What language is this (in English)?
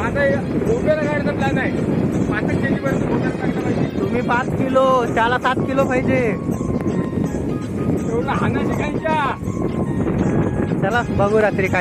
Marathi